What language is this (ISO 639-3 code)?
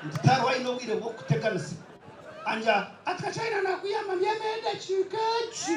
nyn